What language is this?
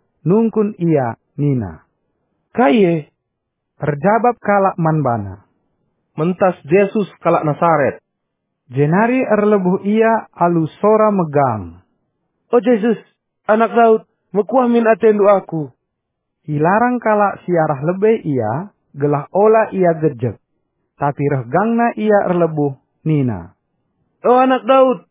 Batak Karo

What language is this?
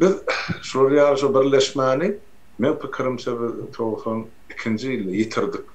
Turkmen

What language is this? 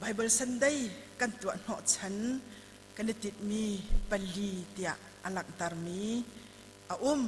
Hakha Chin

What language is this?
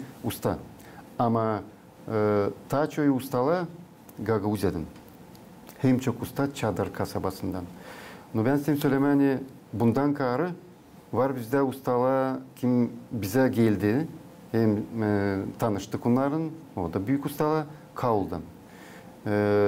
Gagauz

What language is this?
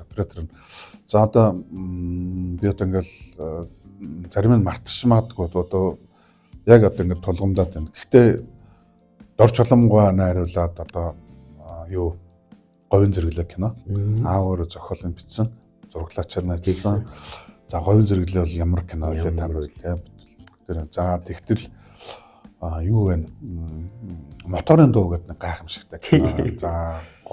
Mongolian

